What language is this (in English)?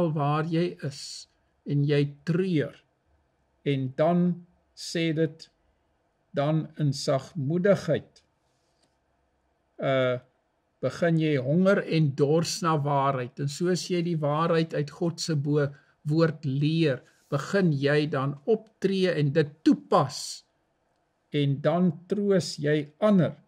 Afrikaans